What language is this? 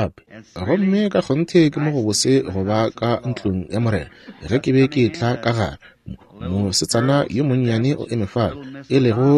Northern Sotho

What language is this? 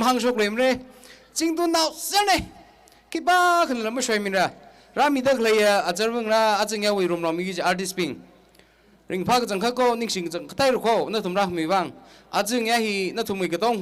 Tangkhul Naga (India)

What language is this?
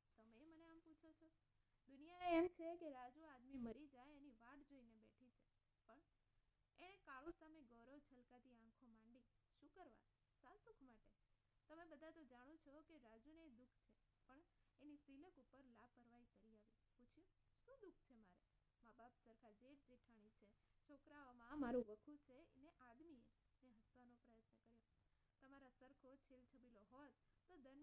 Gujarati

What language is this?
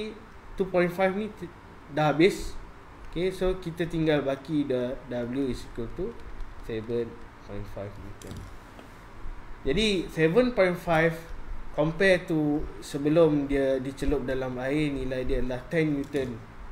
Malay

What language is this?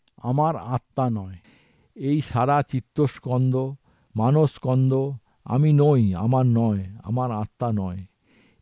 Bangla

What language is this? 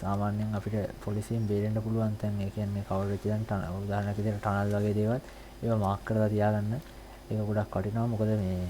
Sinhala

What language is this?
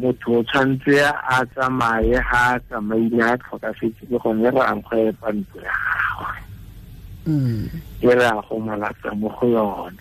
Tswana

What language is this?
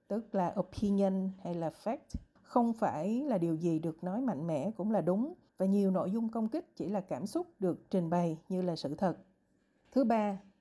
Vietnamese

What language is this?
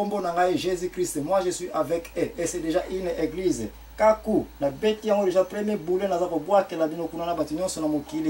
Lingala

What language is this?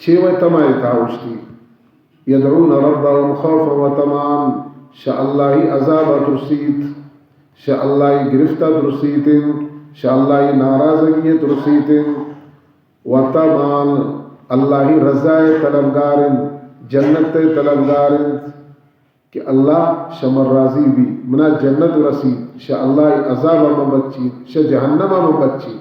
Baluchi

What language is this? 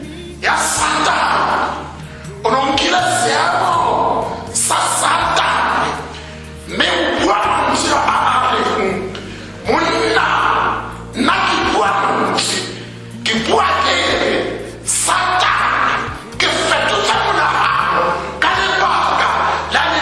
Tswana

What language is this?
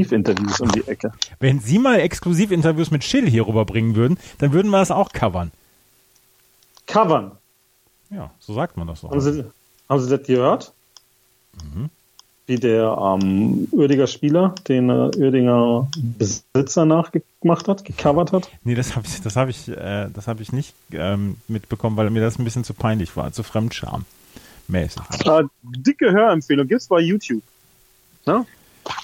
German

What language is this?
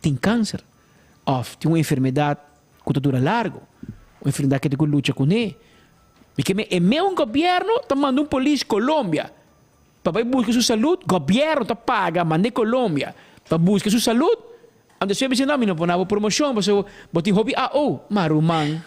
Papiamento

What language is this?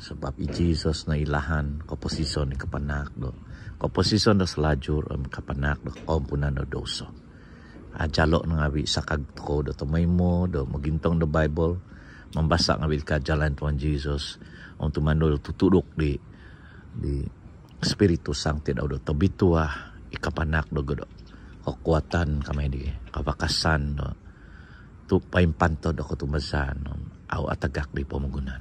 Central Dusun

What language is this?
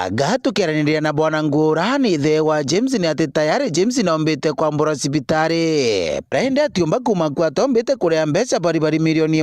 Meru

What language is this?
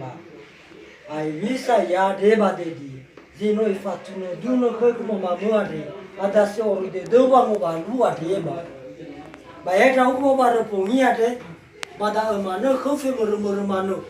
Nias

